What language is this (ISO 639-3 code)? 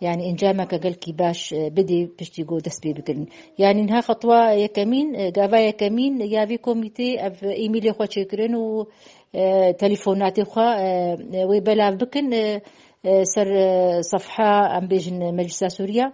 kur